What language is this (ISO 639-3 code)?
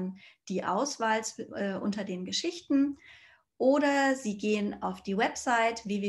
deu